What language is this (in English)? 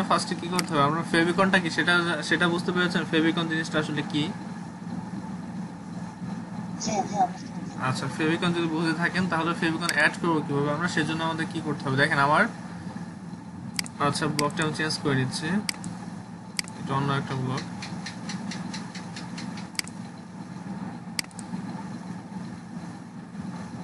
Bangla